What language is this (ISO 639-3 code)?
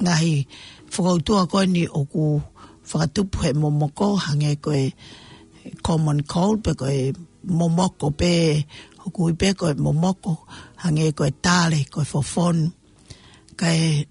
ton